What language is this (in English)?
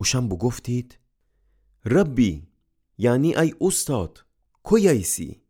Gilaki